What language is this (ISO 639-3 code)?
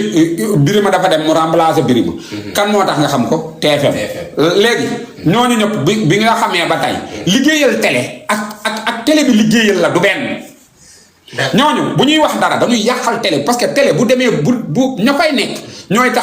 wol